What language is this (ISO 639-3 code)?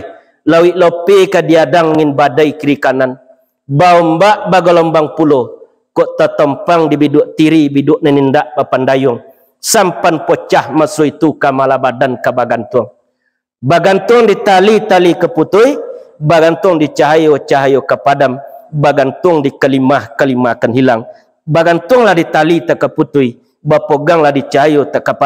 min